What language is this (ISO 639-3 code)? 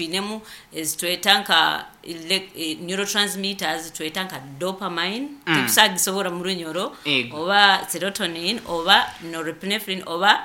nyo